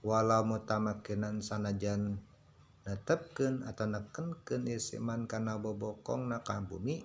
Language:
Sundanese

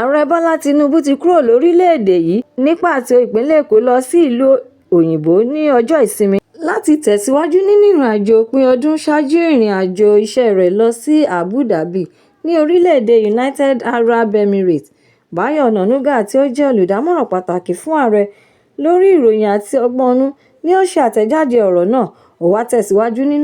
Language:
Yoruba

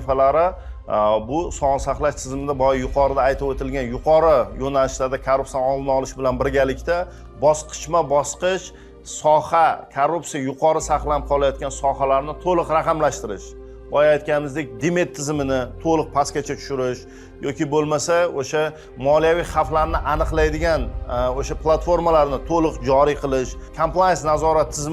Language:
Uzbek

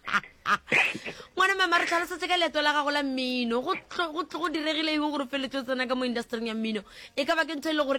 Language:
Northern Sotho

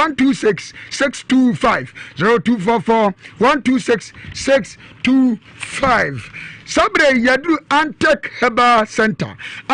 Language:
Akan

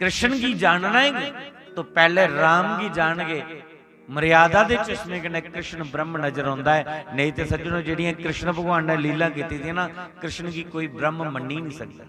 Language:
Dogri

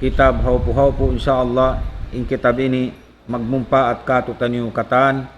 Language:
Tausug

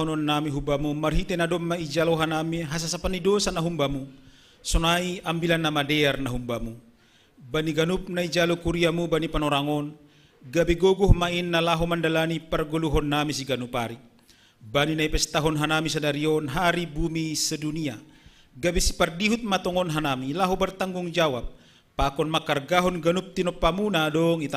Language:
Batak Simalungun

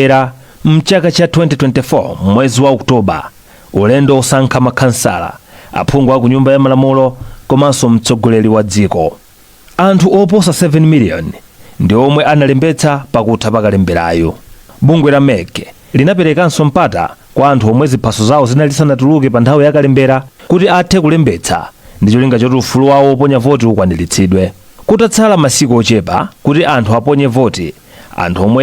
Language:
Nyanja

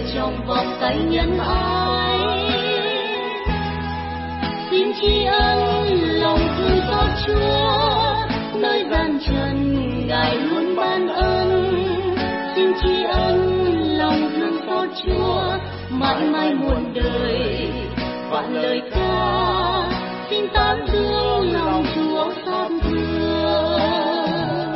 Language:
Vietnamese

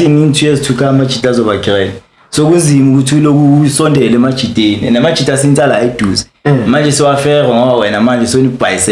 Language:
Zulu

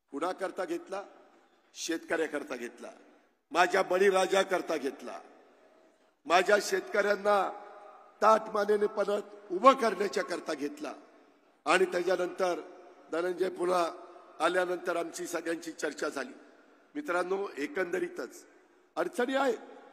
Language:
Marathi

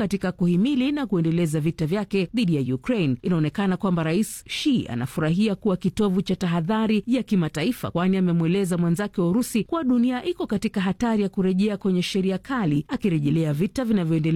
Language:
Swahili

